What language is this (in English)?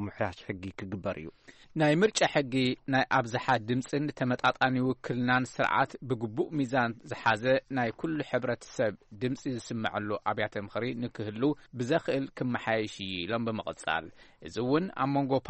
Tigrinya